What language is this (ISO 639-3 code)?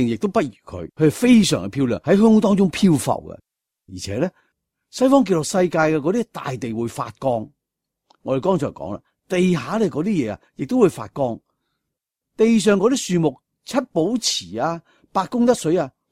yue